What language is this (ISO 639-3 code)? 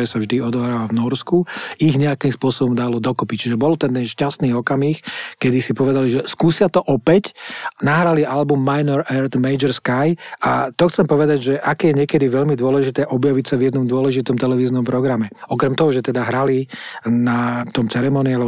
slk